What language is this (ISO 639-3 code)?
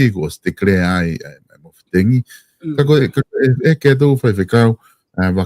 ton